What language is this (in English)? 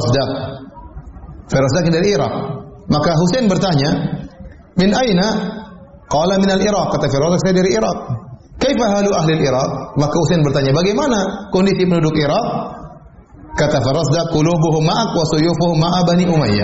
Indonesian